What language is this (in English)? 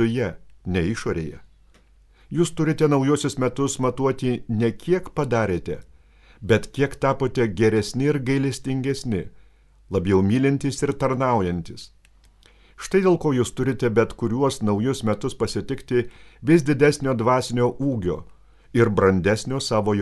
Lithuanian